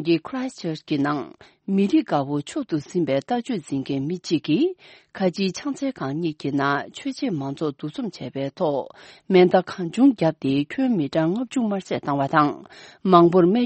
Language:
Tibetan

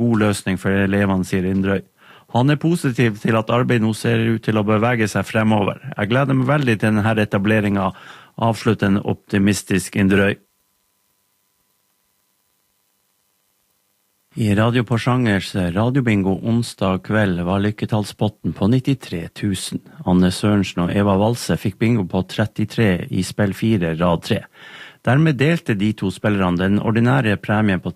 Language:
Norwegian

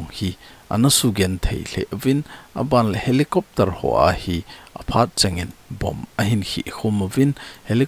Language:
Thado Chin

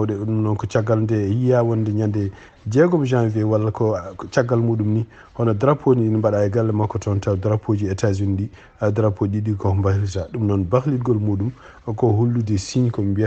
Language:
Fula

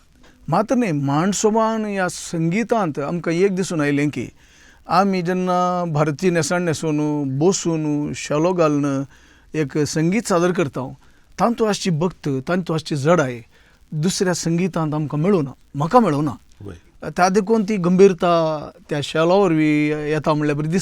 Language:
Konkani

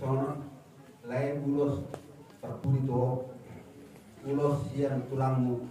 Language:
Batak Toba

